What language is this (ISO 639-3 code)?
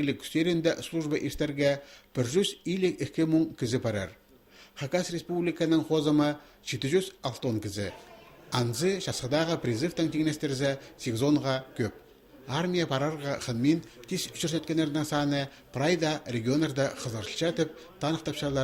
kjh